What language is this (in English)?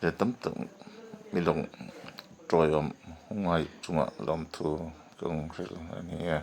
Hmar